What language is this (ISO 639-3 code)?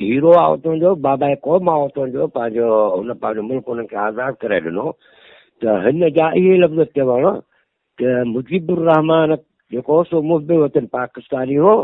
snd